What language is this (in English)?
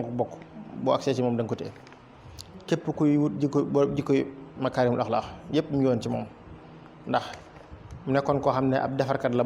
Wolof